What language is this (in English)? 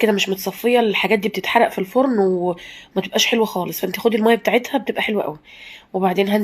Egyptian Arabic